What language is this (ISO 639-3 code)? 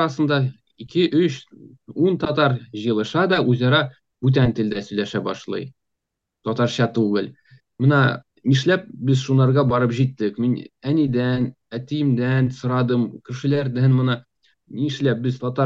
tat